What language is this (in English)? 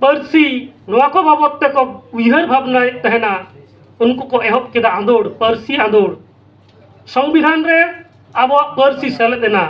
Santali